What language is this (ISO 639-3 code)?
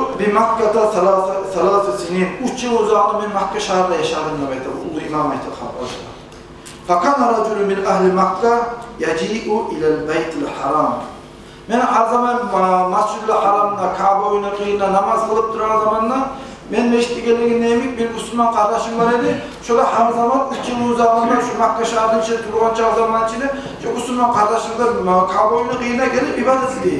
kum